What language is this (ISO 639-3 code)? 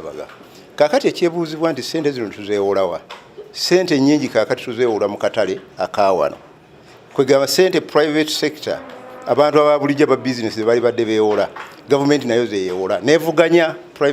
lug